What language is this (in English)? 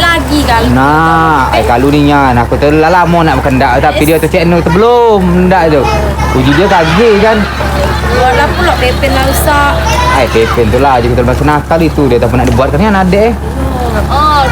Musi